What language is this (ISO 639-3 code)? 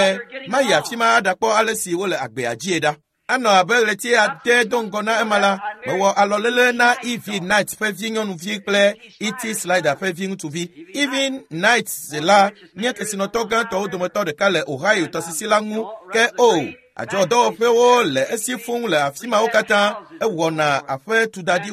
ewe